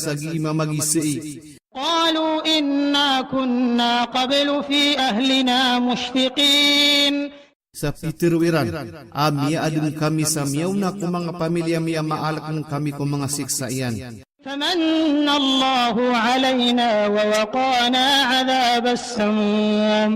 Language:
Maranao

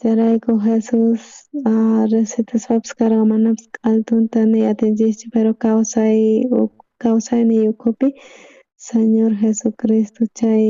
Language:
South Bolivian Quechua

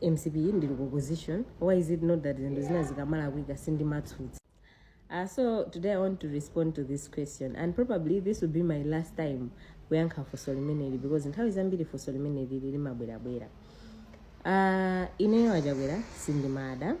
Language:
Nyanja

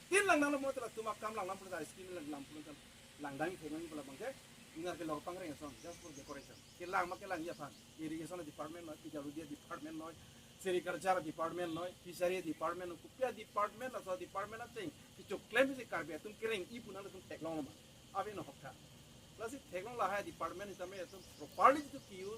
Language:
Karbi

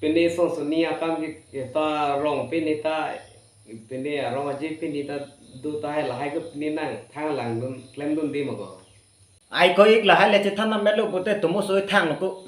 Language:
Karbi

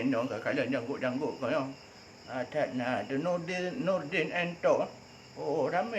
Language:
Achinese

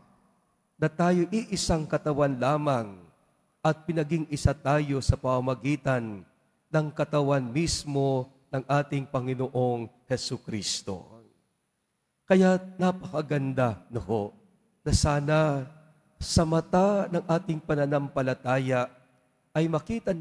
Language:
Filipino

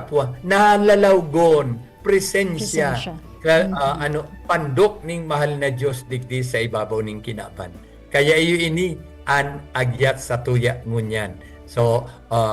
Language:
Bikol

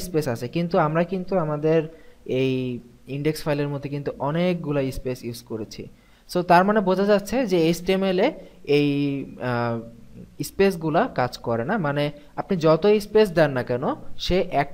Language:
Bangla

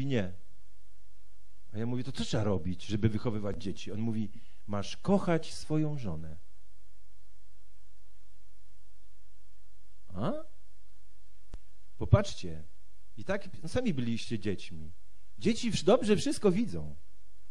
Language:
Polish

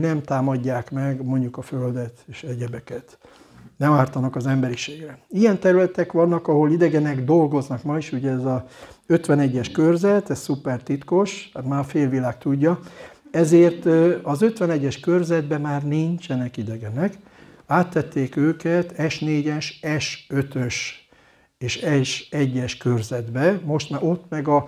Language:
Hungarian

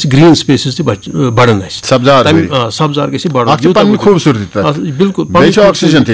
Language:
Kashmiri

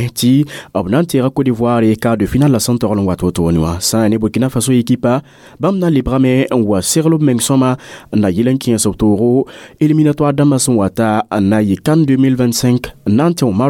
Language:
Mossi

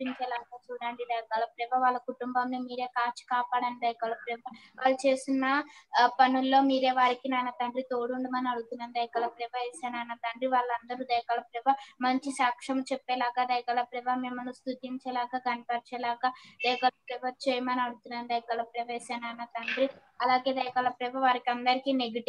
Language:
Telugu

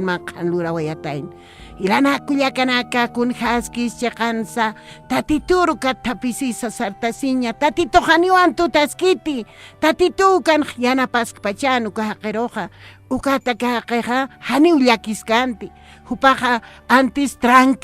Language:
Aymara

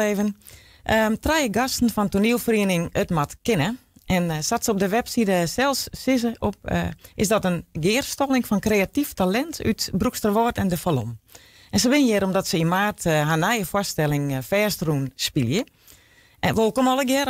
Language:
Western Frisian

